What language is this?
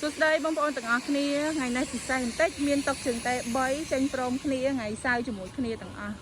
Khmer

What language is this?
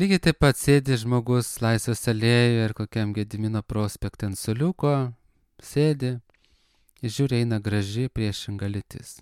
Lithuanian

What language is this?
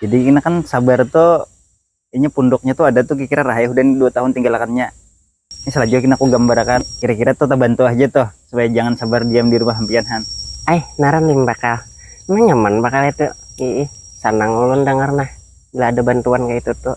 Banjar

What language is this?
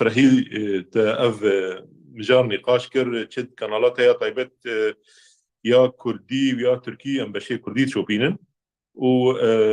Kurdish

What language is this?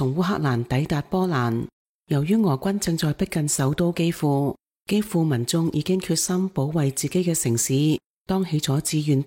Cantonese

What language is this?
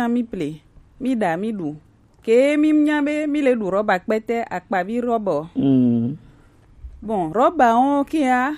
Gen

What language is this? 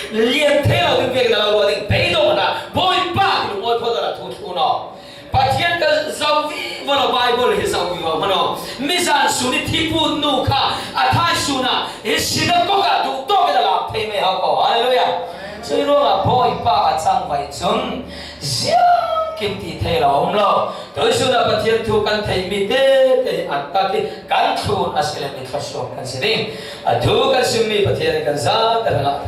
Falam Chin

